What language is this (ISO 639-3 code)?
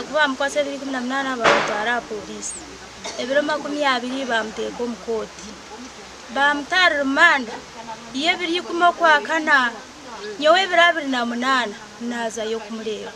nyn